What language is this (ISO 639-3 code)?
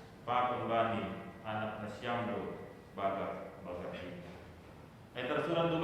bts